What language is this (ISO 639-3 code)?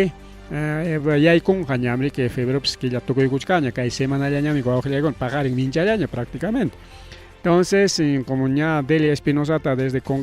quy